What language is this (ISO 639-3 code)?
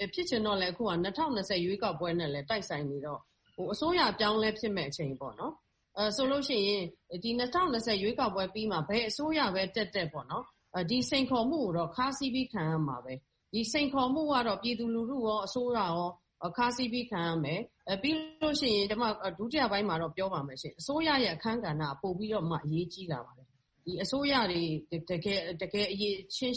mya